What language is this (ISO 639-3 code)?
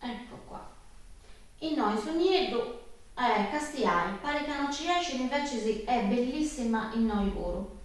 srd